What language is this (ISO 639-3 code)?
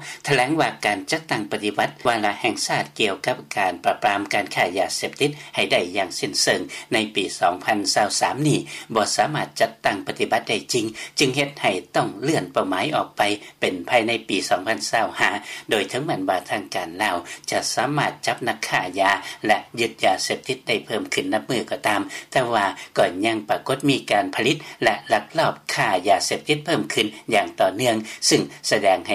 lao